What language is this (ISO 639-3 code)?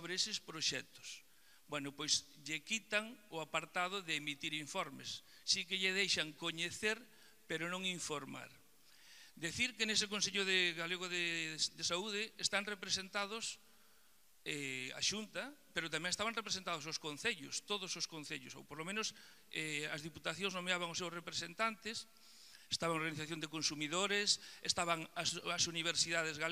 glg